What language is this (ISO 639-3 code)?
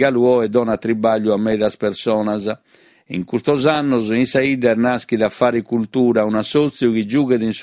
srd